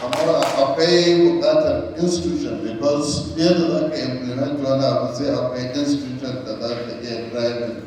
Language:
Hausa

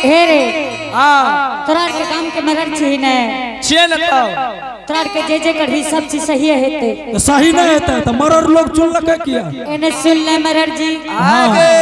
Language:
Angika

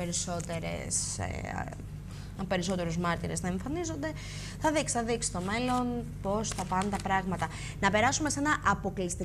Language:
Greek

